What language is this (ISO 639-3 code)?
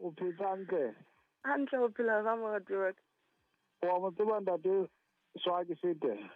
sot